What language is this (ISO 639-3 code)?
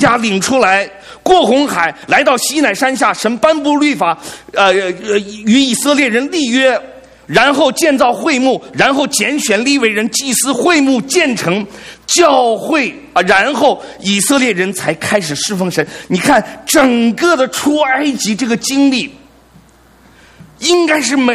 zho